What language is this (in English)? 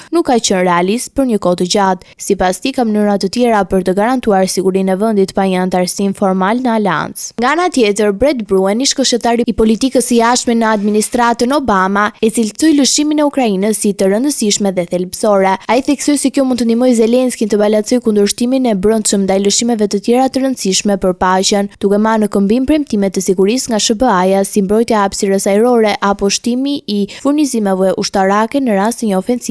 Albanian